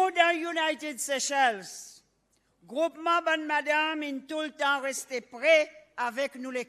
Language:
Seselwa Creole French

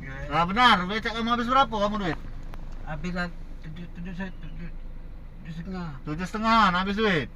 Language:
Musi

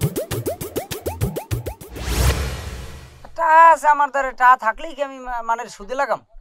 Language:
Bangla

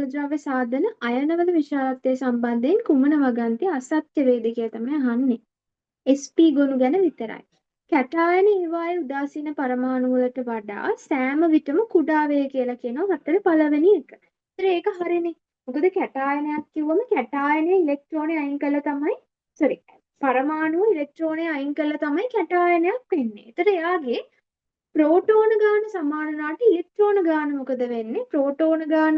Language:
Sinhala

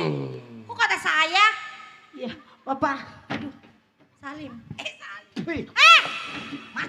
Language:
Betawi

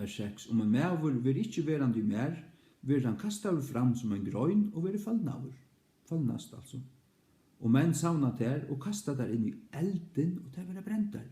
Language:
Faroese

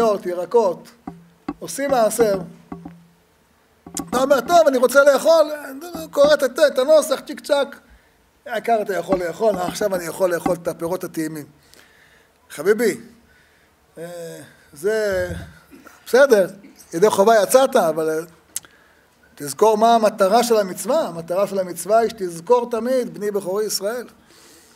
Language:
Hebrew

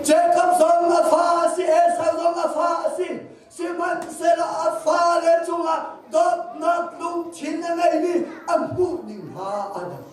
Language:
Hakha Chin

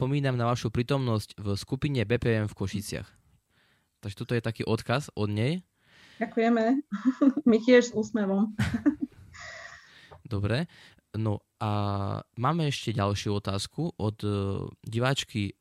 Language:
Slovak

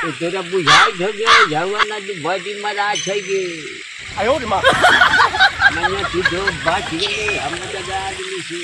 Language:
Magahi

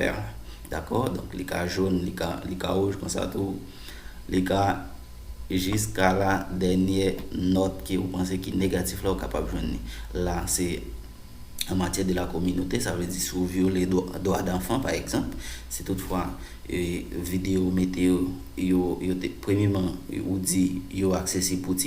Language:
Haitian Creole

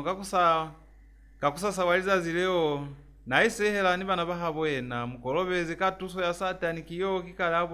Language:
Lozi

